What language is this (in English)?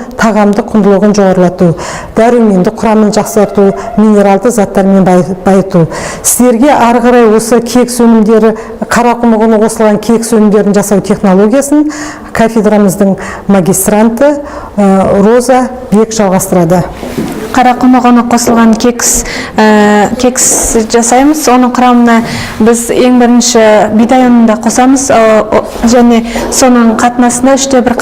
Kazakh